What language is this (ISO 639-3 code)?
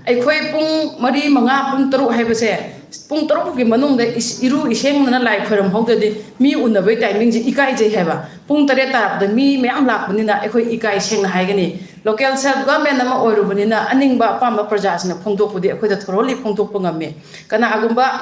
mni